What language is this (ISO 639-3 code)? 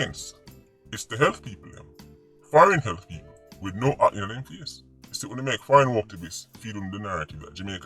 jam